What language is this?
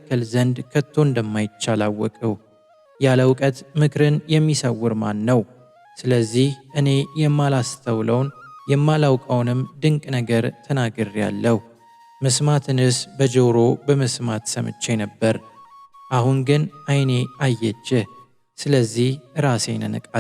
Amharic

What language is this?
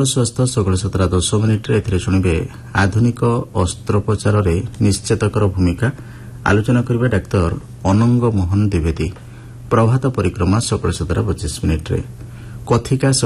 Odia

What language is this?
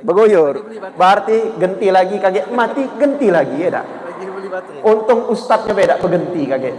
Musi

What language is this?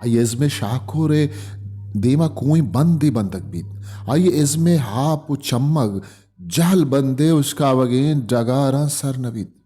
Baluchi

